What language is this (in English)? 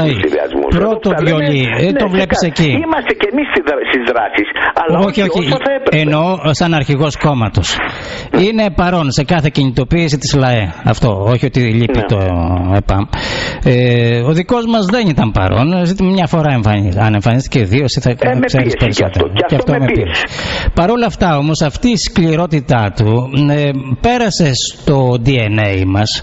Greek